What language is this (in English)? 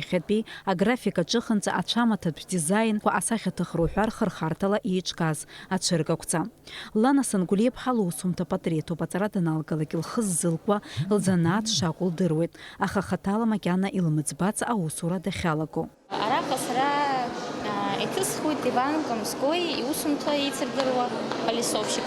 Abkhazian